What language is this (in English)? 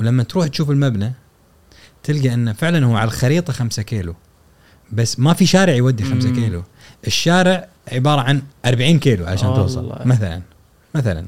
Gulf Arabic